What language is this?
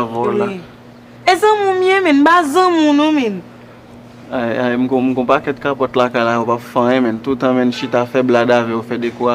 Haitian Creole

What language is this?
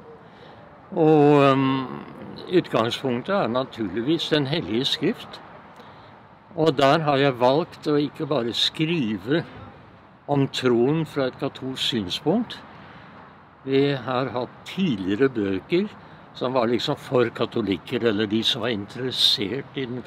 Norwegian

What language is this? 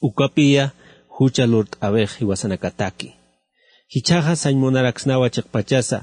Aymara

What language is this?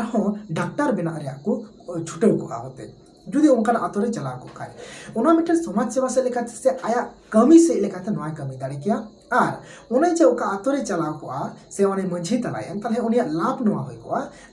Santali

